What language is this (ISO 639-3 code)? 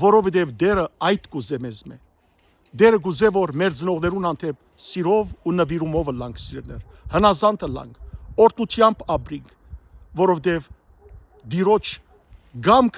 hyw